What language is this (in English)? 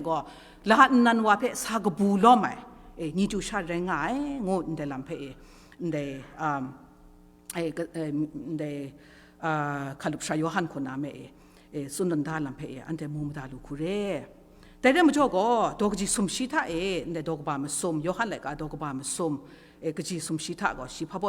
Kachin